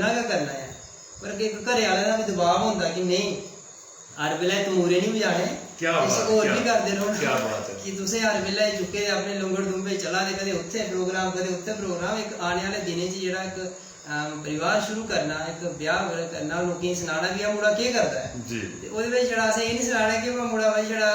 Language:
Dogri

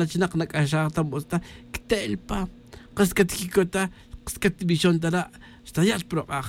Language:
Tz'utujil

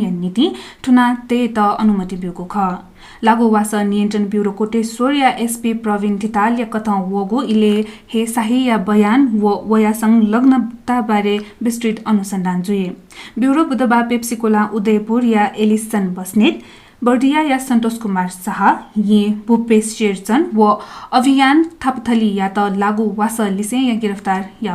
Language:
Newari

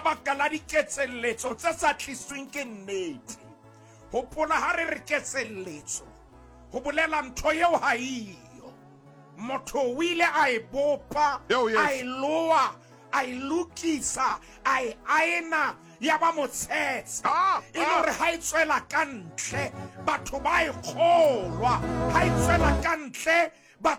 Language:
Southern Sotho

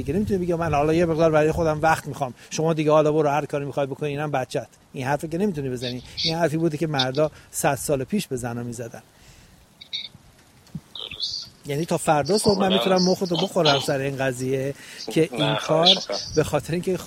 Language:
Persian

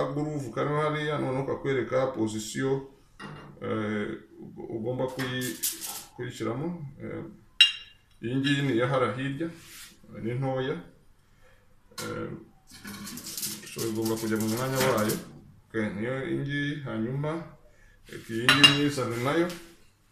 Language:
Kinyarwanda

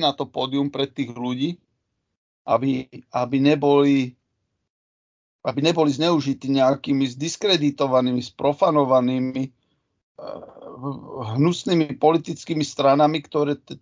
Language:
Slovak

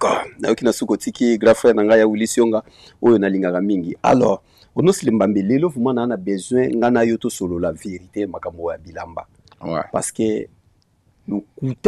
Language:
Lingala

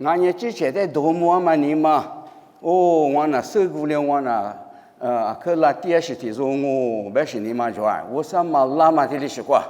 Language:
Lisu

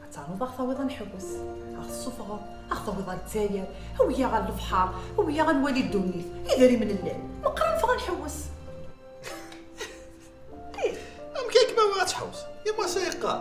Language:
Kabyle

